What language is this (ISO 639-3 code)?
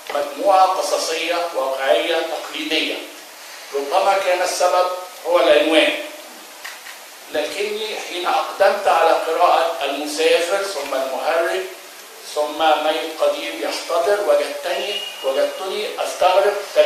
ara